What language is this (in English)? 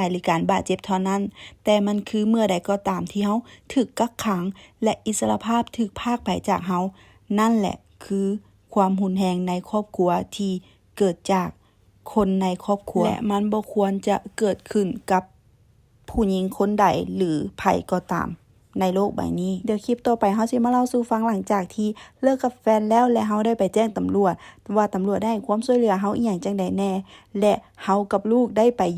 Lao